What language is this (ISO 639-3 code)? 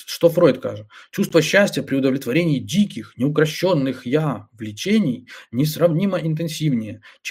bel